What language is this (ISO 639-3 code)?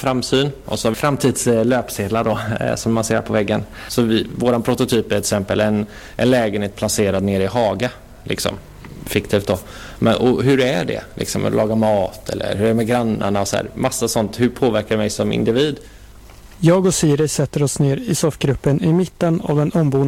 swe